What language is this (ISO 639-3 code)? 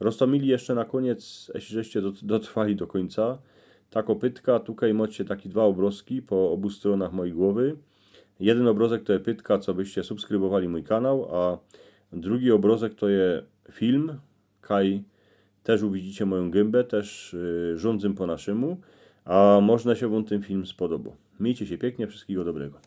szl